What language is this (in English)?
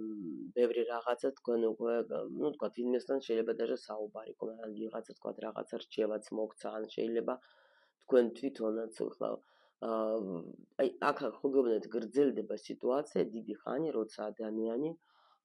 Georgian